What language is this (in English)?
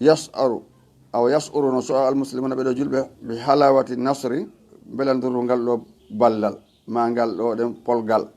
Fula